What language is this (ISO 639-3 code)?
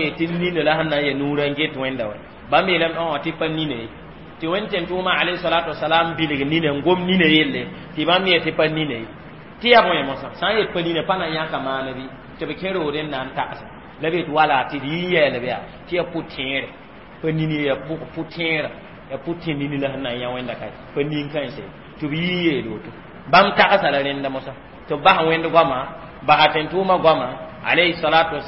mos